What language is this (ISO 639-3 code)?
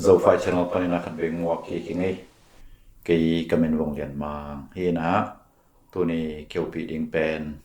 ctd